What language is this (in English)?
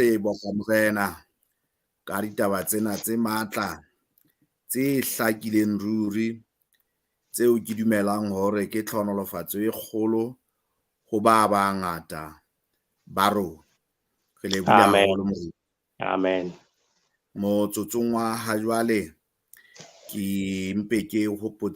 Southern Sotho